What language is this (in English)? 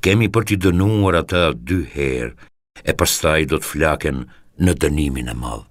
Albanian